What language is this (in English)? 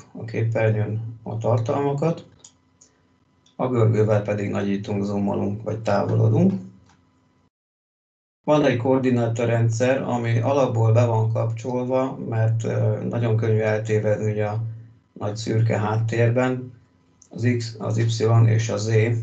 Hungarian